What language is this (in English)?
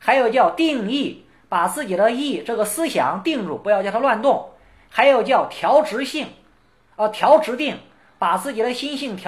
Chinese